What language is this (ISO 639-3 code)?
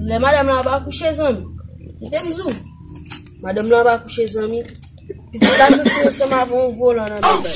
hat